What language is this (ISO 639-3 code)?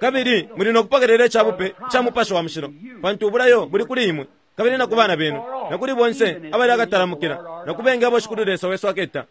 bem